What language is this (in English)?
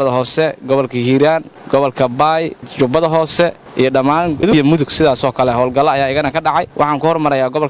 Somali